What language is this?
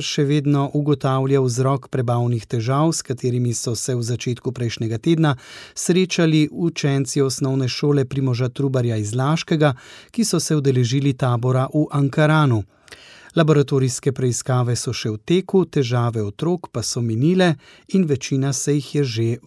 Slovenian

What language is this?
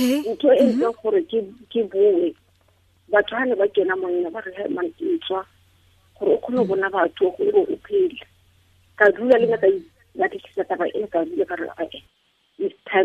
Tswana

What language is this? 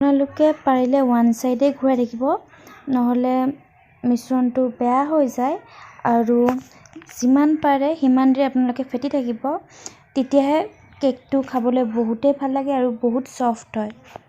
Assamese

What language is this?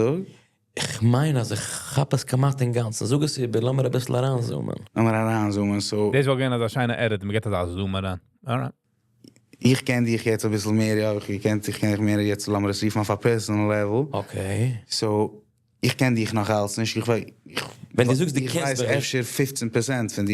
Yiddish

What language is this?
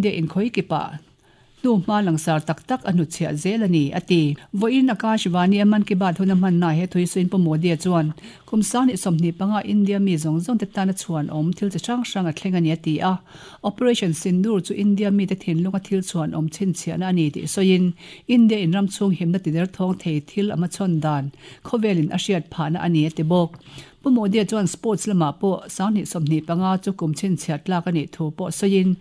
Mizo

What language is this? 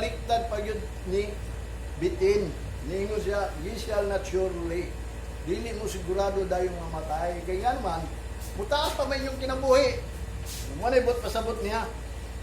Cebuano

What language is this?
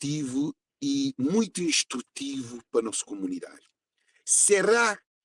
Kabuverdianu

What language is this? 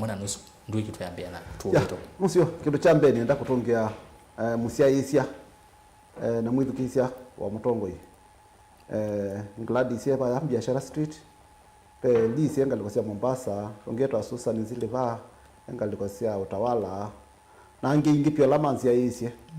Kamba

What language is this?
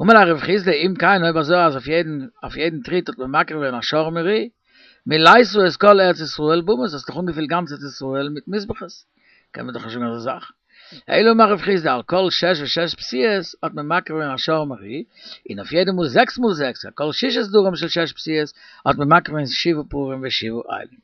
Yiddish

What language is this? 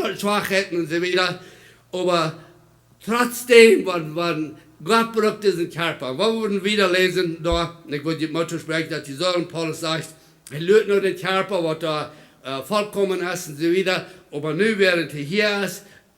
Plautdietsch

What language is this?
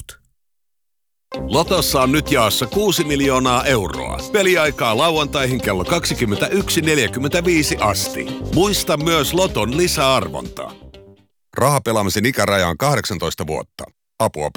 Finnish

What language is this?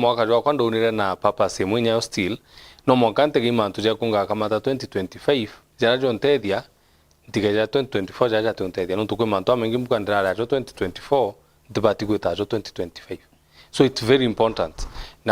Meru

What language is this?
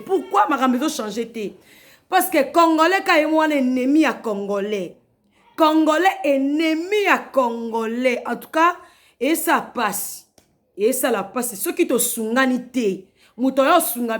Lingala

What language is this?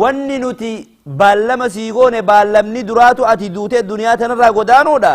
Oromo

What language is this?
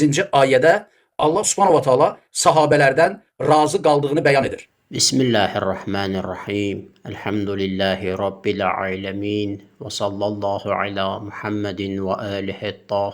Azerbaijani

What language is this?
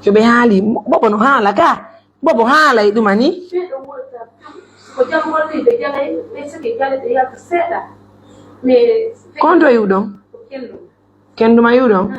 Pular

